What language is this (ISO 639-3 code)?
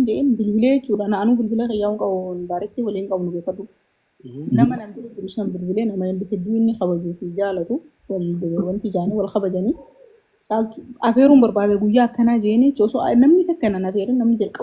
orm